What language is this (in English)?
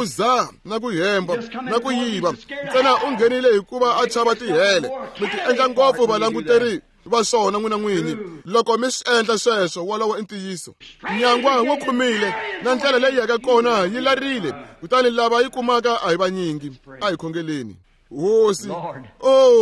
Tsonga